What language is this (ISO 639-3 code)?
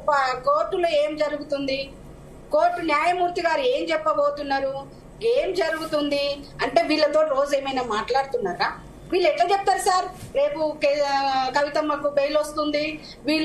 tel